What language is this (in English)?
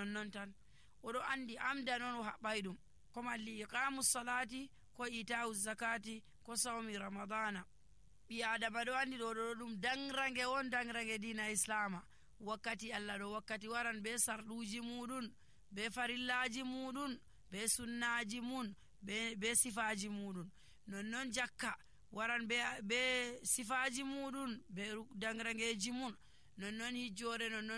Nigerian Fulfulde